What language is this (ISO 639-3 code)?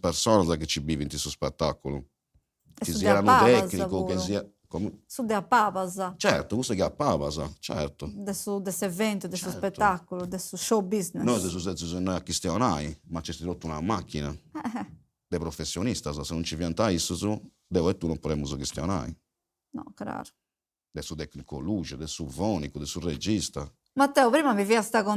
srd